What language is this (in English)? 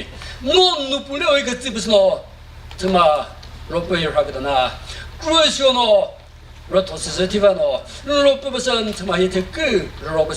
Chokri Naga